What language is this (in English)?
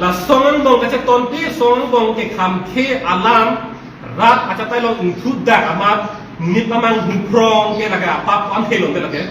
Karbi